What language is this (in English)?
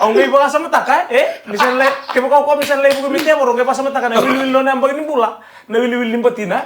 Fijian